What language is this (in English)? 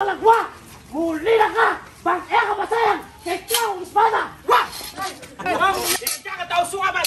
Pampanga